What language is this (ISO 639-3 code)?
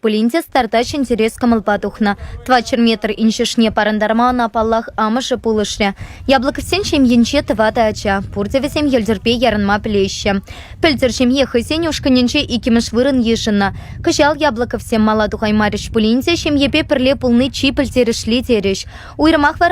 chv